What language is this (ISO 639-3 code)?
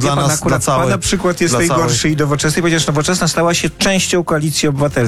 pol